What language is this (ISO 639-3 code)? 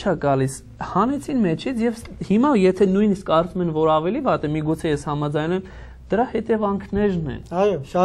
hye